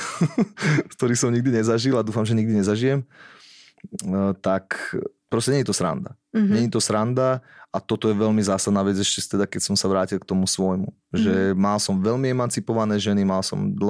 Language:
Slovak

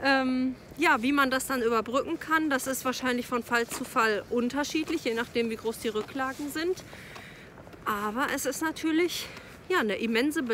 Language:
German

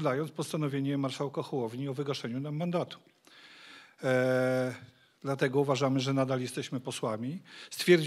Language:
Polish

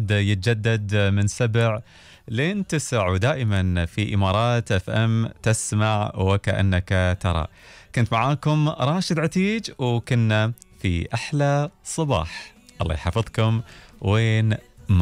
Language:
Gulf Arabic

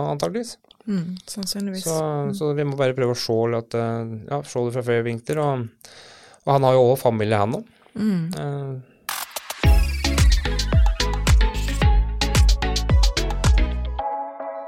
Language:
Norwegian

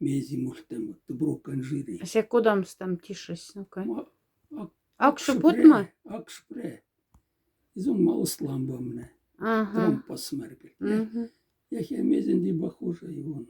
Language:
Moksha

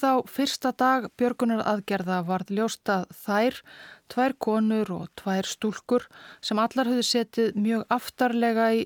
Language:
Icelandic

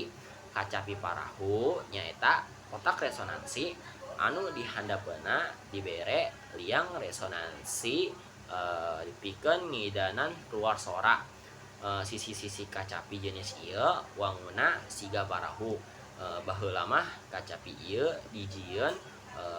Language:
Sundanese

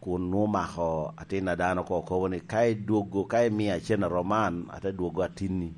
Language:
Lango (Uganda)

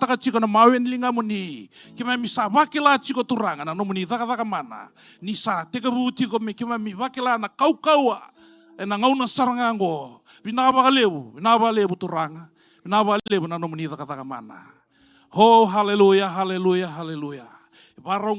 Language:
Fijian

